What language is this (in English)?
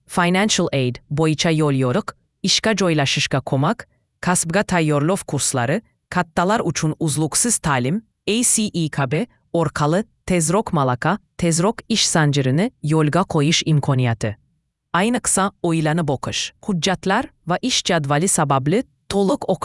Uzbek